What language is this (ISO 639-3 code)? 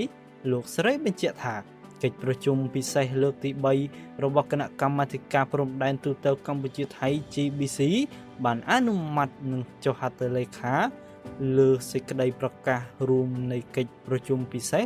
khm